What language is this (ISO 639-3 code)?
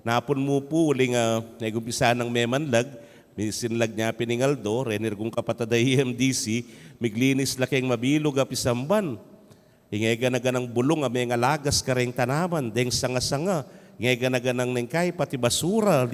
pam